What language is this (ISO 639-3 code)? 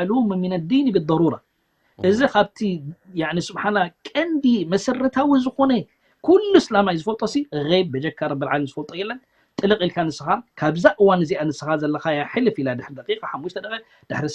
tir